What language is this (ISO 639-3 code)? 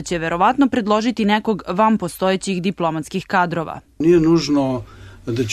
srp